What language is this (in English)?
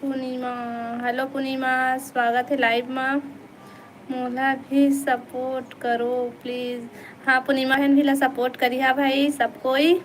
Chhattisgarhi